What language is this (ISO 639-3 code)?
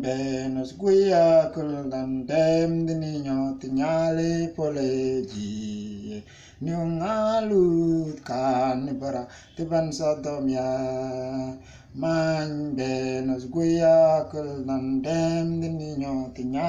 mfz